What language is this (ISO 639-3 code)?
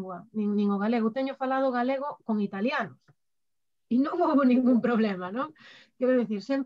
glg